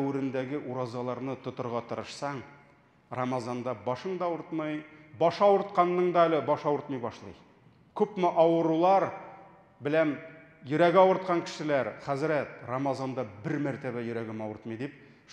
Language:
Tatar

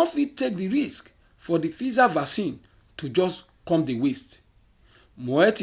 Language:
Nigerian Pidgin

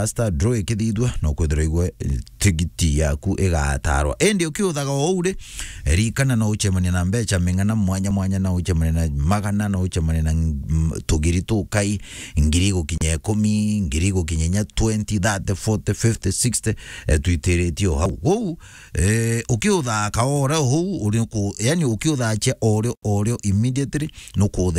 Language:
Meru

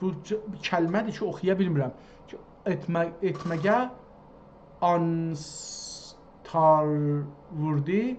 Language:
South Azerbaijani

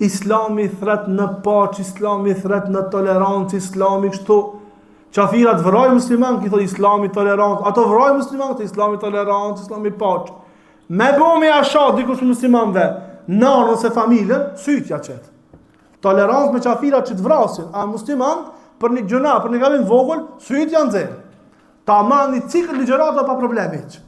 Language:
Albanian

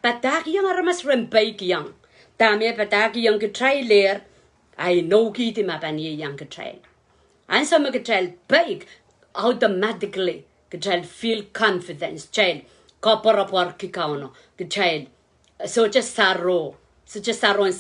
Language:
Pohnpeian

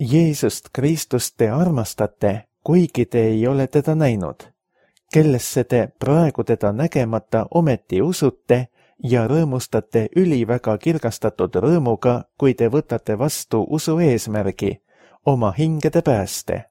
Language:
Estonian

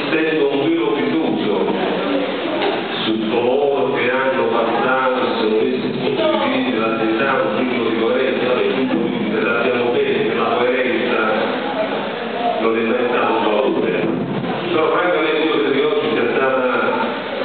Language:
Italian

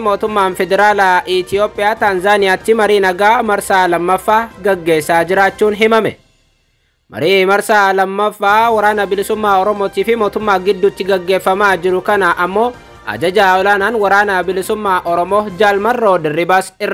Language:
Oromo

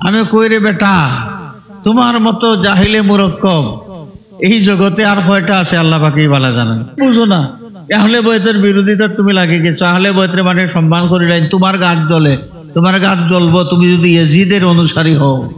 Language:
Sylheti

